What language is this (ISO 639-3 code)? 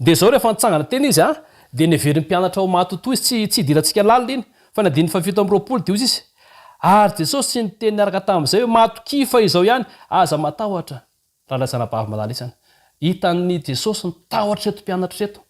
mlg